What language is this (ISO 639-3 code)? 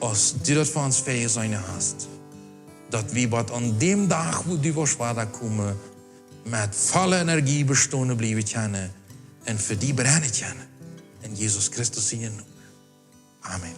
pdt